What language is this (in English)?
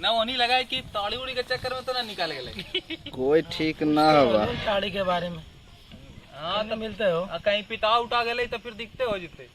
Magahi